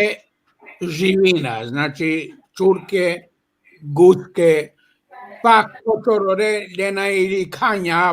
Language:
Balkan Romani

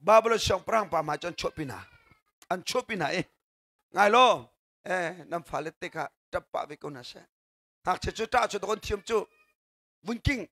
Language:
Hakha Chin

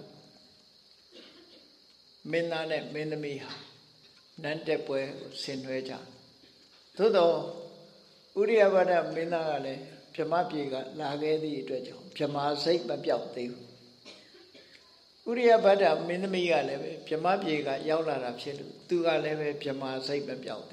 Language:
Burmese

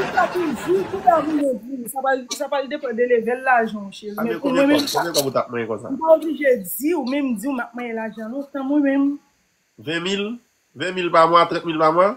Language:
Haitian Creole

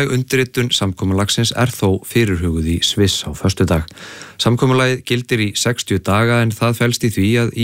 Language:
Icelandic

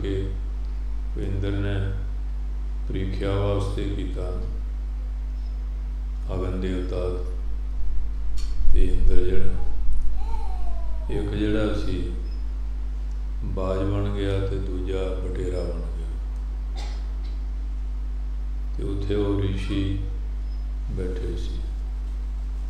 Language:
Punjabi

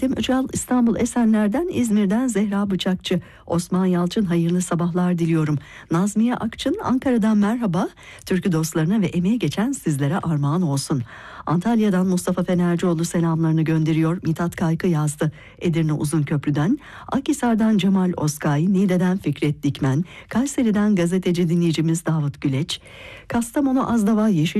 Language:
Turkish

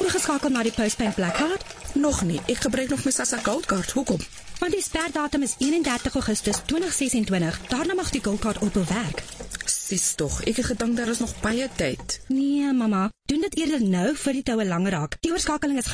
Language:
Afrikaans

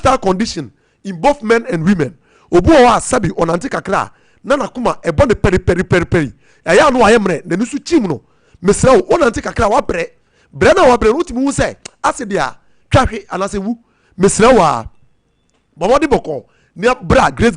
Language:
Akan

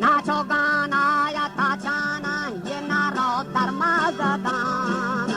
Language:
Baluchi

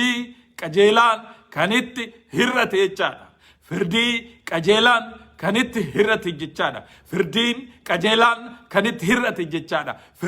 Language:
Oromo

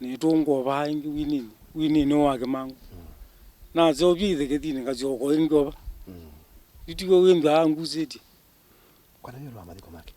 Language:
Kamba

